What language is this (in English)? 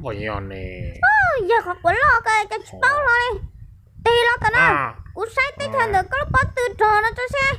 Hmong